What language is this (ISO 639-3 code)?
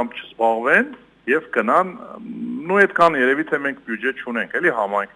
hye